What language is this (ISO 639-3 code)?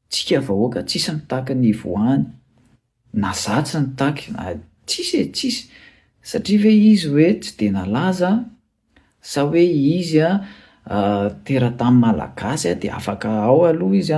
mlg